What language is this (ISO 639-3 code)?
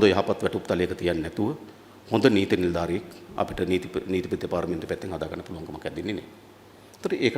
sin